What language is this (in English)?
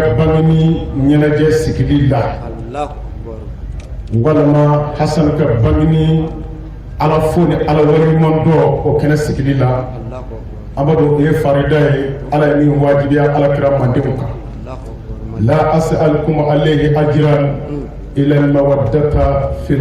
Bambara